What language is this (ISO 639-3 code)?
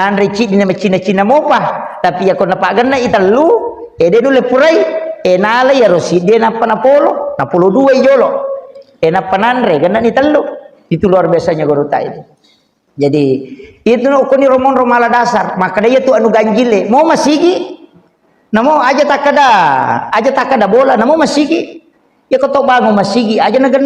bug